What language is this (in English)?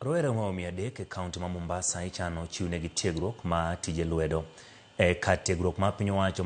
Luo (Kenya and Tanzania)